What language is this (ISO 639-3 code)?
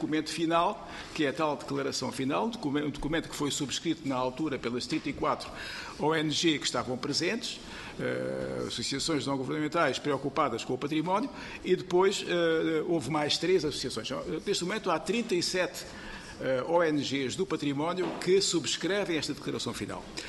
por